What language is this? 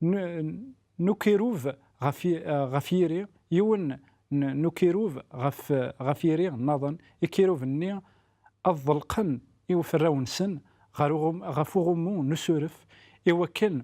Kabyle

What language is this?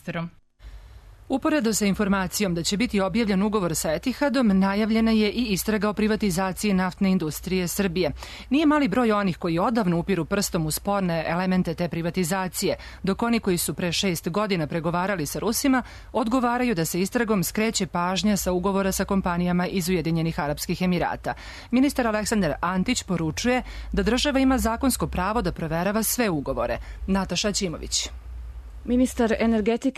Serbian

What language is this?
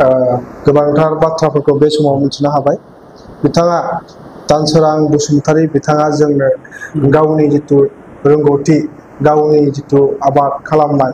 Bodo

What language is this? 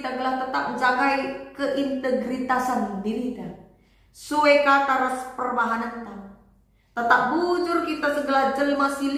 Batak Karo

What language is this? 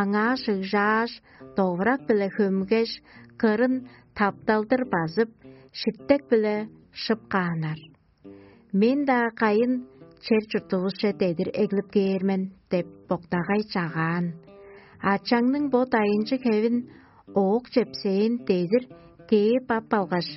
Tuvinian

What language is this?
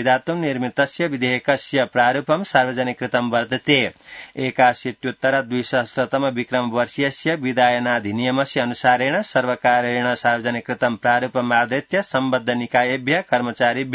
Sanskrit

